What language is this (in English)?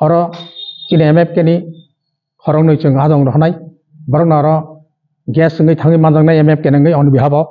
Kok Borok